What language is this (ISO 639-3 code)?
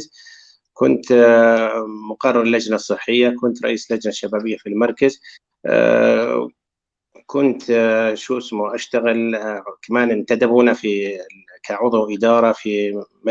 apc